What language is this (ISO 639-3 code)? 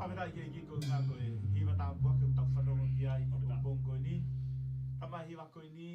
ton